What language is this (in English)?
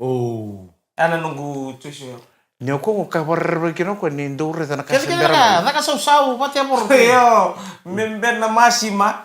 Fijian